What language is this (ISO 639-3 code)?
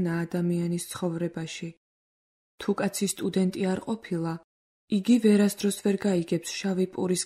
kat